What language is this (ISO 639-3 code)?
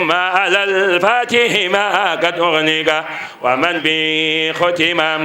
ful